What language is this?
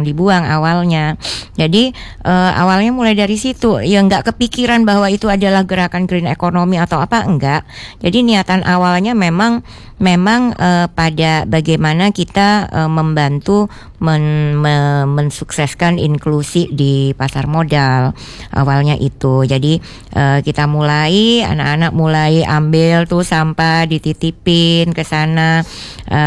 Indonesian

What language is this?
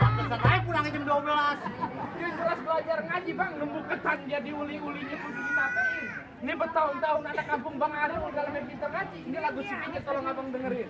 Betawi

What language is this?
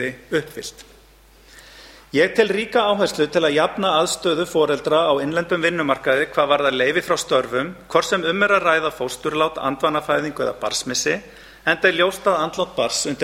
Icelandic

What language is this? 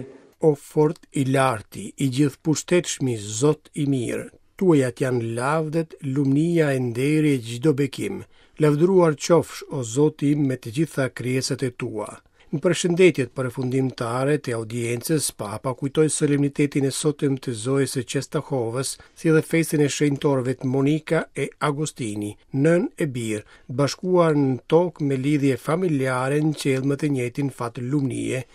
Albanian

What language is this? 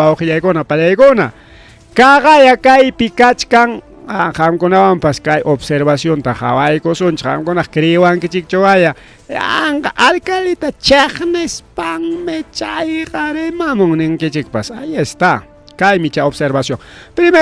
Ayacucho Quechua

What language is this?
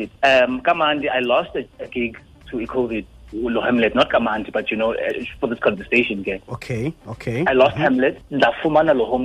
Xhosa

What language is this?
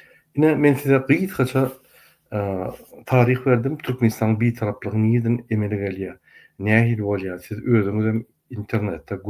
Turkmen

